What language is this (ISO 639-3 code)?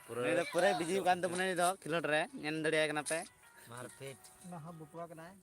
sat